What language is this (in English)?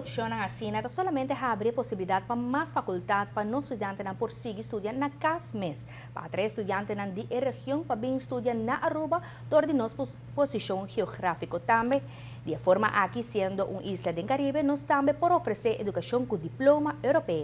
Papiamento